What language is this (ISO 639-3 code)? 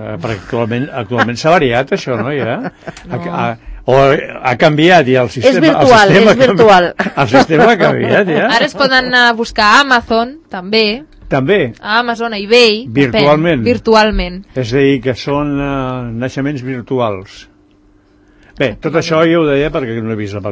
cat